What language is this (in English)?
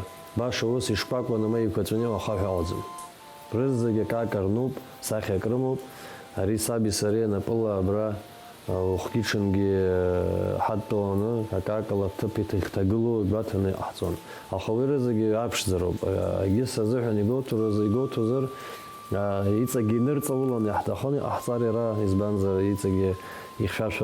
Abkhazian